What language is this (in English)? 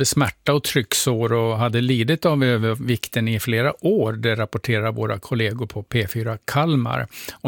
Swedish